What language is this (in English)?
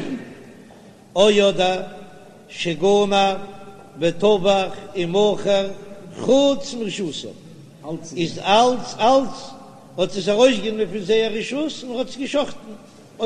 Yiddish